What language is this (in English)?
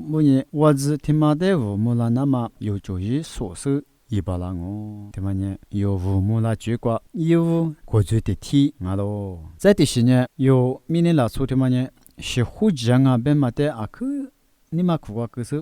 Lisu